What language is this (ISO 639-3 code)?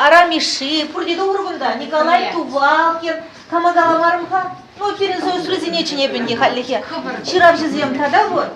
chv